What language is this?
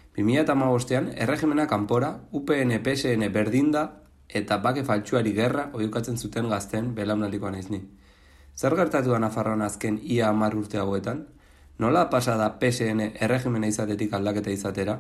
Basque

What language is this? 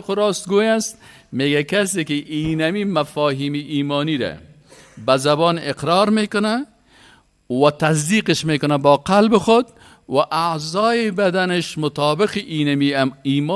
Persian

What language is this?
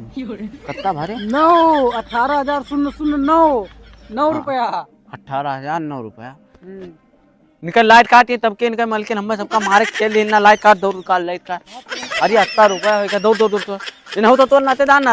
Awadhi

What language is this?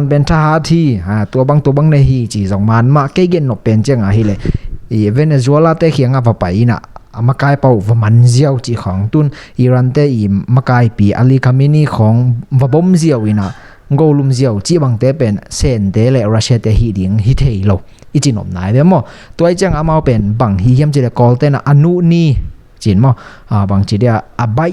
Tedim Chin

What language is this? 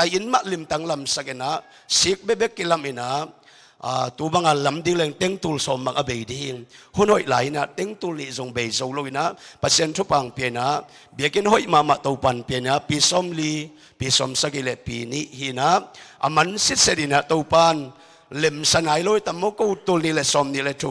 Tedim Chin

